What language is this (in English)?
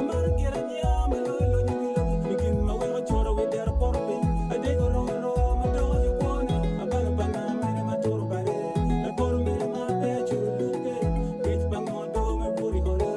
Acoli